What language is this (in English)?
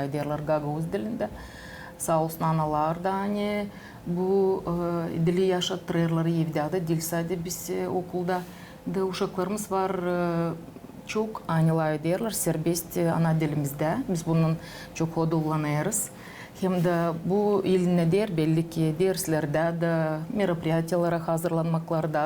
Gagauz